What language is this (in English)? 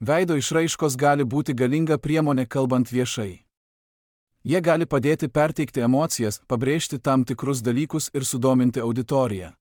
Lithuanian